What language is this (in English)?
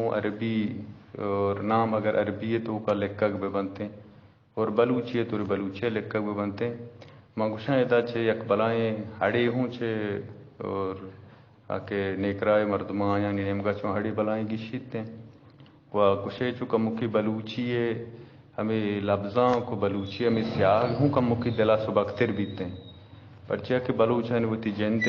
Eastern Balochi